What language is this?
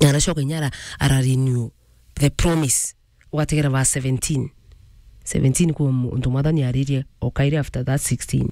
Meru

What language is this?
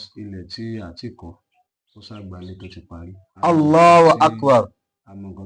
Yoruba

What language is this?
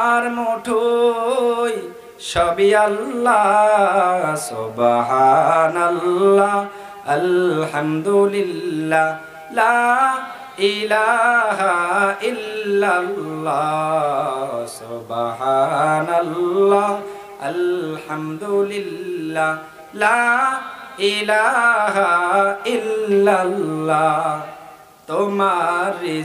Bangla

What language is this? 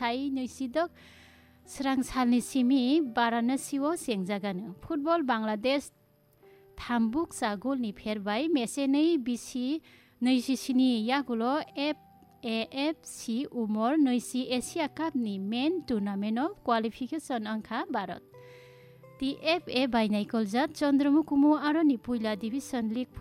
Kok Borok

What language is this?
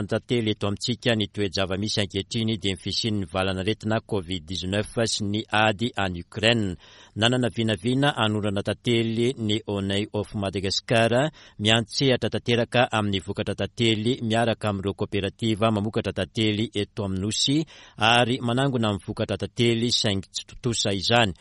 Malagasy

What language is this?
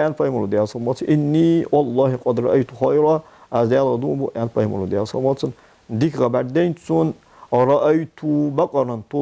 Ingush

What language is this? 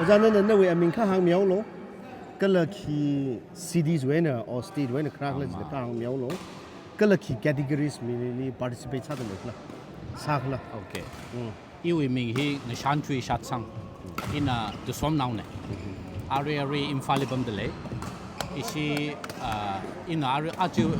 Tangkhul Naga (India)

